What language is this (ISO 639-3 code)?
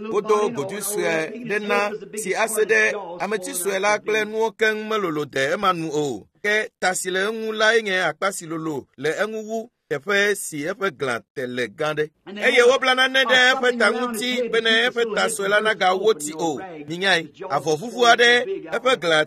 ewe